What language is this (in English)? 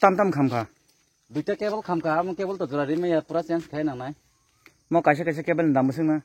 Kok Borok